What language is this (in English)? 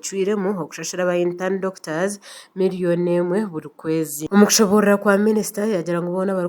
Nyankole